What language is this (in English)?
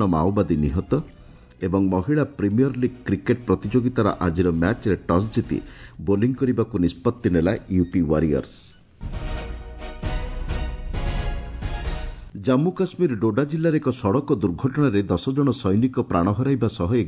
Odia